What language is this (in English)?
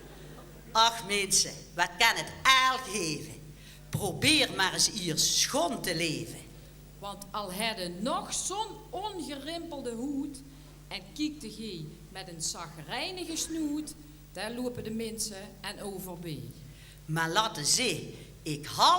Limburgish